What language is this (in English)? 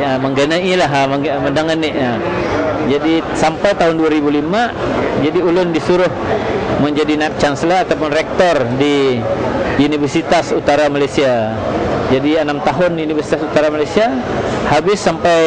Banjar